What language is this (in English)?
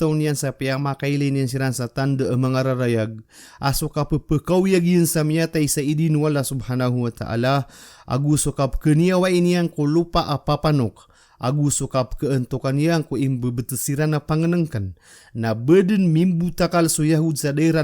Maranao